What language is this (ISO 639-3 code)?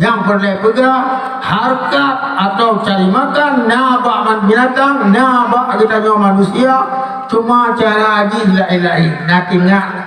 ace